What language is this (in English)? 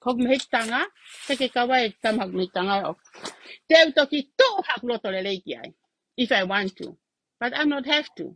Tongan